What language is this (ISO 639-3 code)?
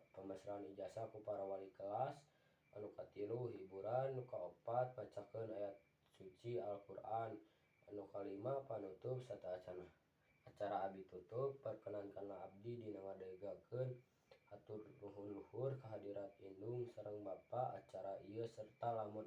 sun